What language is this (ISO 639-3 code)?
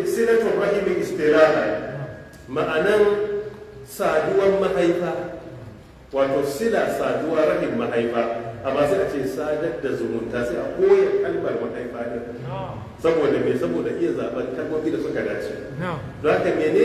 hau